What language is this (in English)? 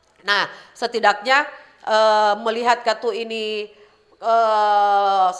Manado Malay